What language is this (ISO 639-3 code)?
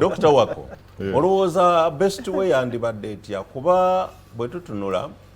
lug